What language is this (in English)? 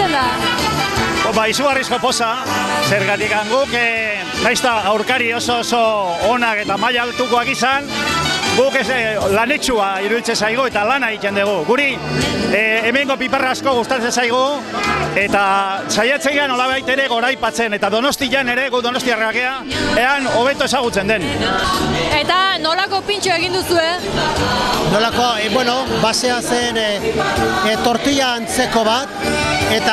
Basque